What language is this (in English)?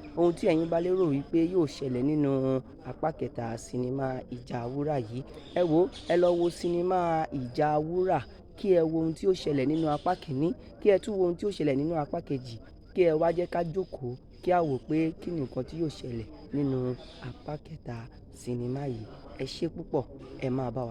Yoruba